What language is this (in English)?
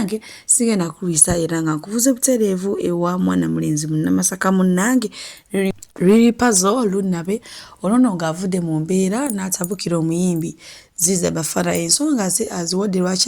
Ganda